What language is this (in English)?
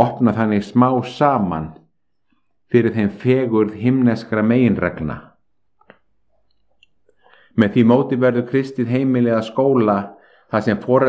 Icelandic